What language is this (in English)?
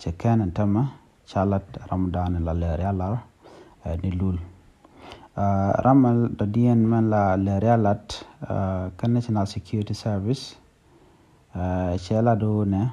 Nuer